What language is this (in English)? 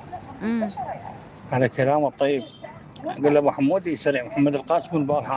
Mesopotamian Arabic